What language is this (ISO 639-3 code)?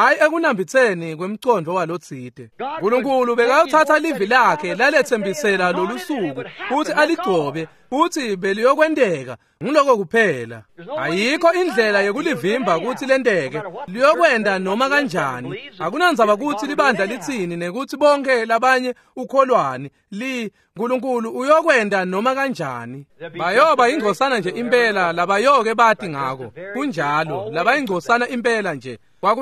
ssw